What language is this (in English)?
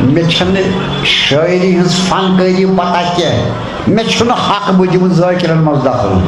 Kashmiri